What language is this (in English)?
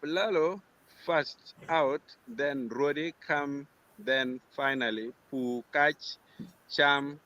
Acoli